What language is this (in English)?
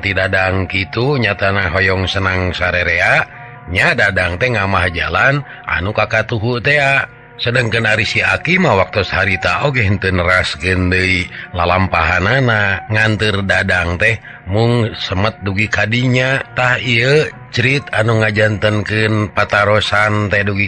Sundanese